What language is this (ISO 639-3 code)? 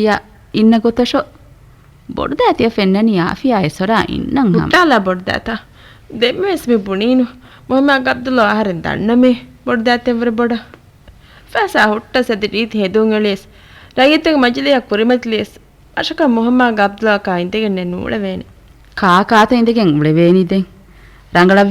div